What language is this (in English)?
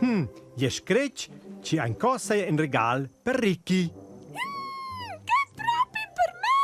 Romansh